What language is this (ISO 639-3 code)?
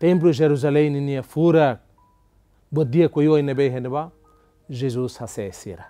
tet